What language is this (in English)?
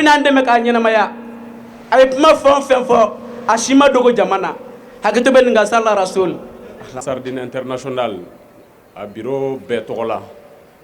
Bambara